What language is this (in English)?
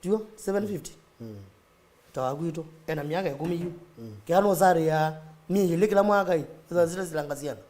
Kamba